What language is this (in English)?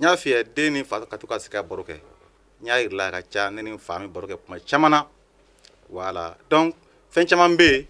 Bambara